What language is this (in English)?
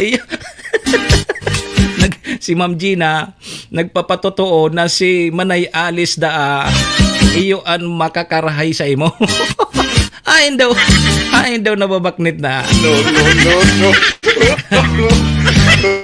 Bikol